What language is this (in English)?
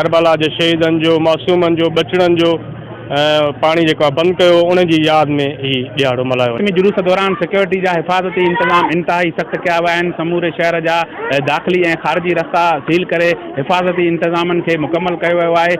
Sindhi